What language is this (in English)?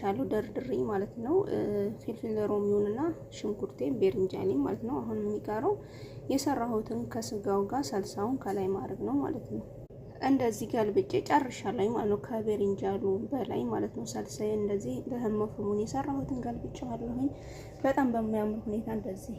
Amharic